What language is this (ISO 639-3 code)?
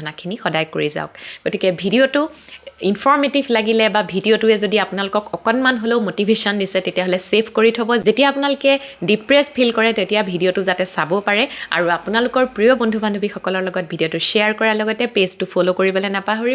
asm